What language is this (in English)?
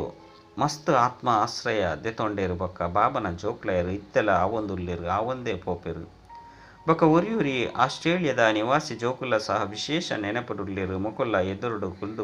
Tulu